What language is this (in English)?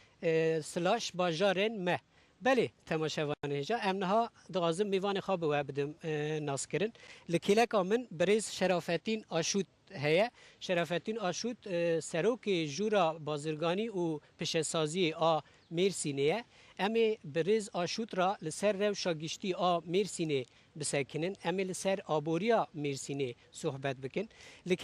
Kurdish